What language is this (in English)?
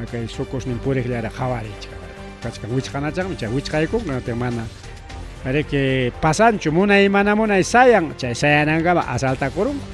Ayacucho Quechua